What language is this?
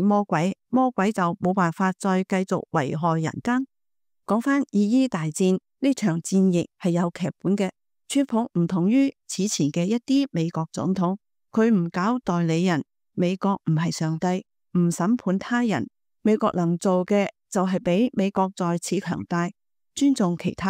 Cantonese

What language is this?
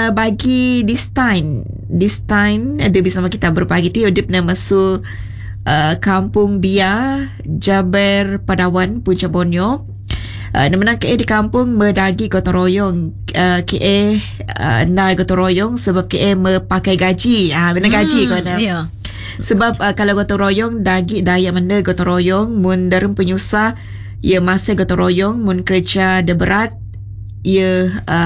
Malay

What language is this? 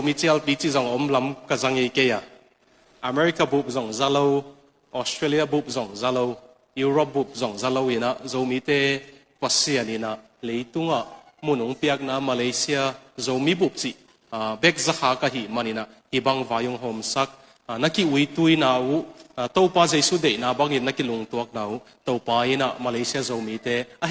Tedim Chin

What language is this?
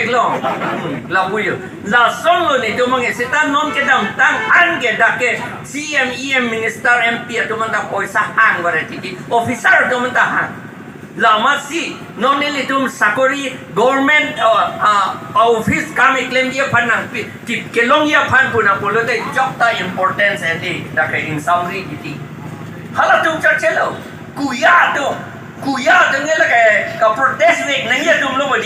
Karbi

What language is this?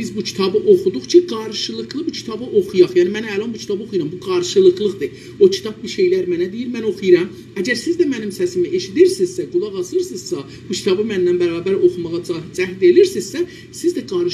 South Azerbaijani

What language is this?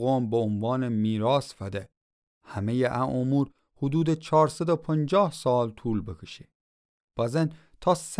Gilaki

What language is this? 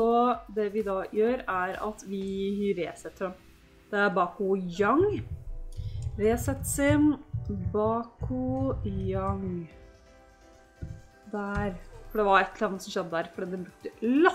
Norwegian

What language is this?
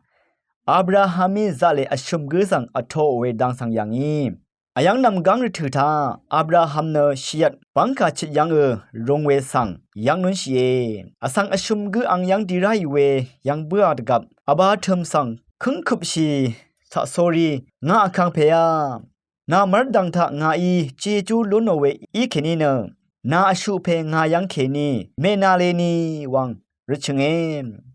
Rawang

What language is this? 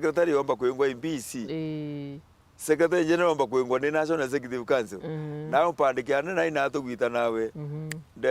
Meru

